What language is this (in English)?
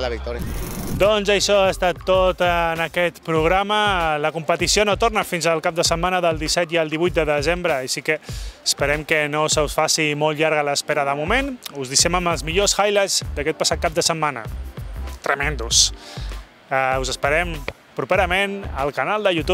Catalan